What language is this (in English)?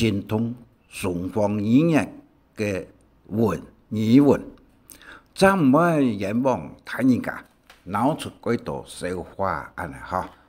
Hakka Chinese